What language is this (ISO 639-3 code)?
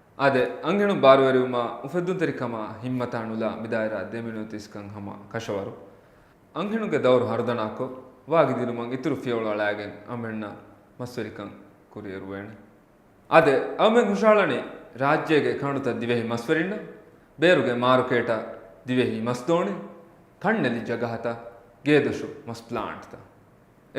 div